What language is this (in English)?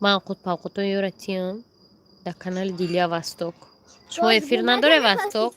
Tajik